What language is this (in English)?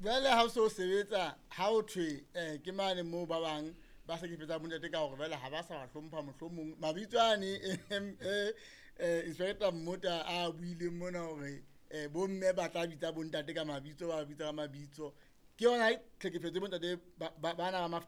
Southern Sotho